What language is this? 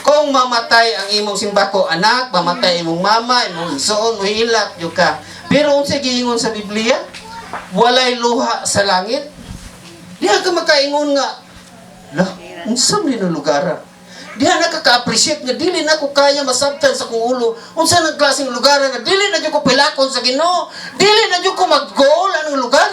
Cebuano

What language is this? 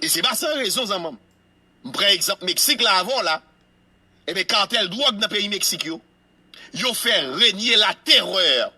Haitian Creole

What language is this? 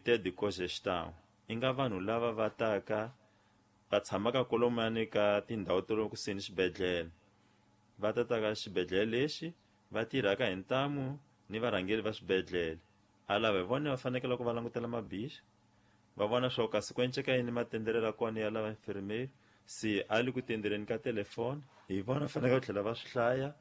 Tsonga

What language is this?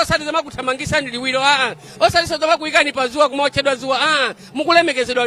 Nyanja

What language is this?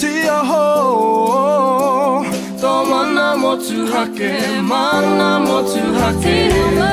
Māori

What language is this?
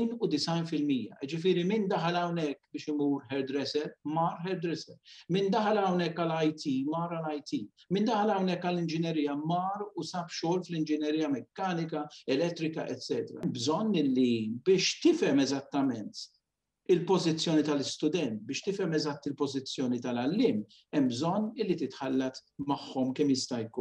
Maltese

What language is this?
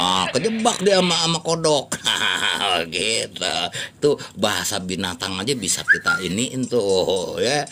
Betawi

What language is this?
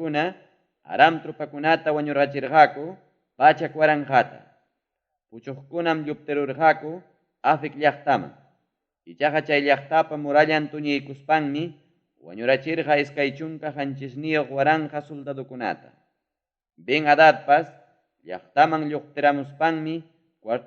Ayacucho Quechua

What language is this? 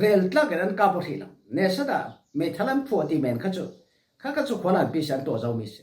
Falam Chin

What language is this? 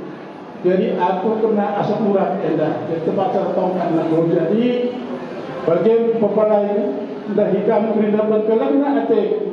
Batak Karo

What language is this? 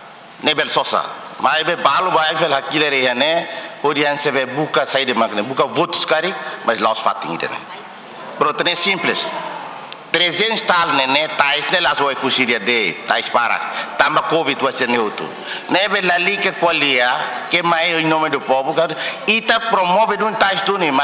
Tetum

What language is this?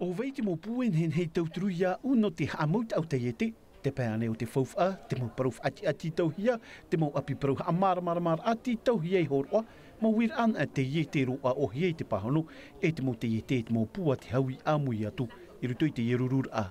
Tahitian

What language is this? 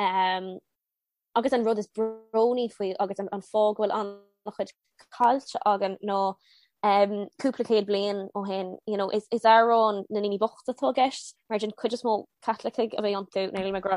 Irish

